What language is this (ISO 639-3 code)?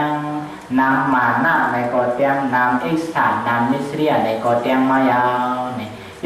shn